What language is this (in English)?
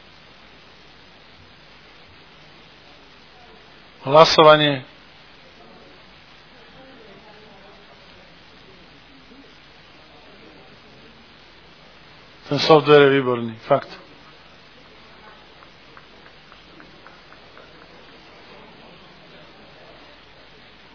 Slovak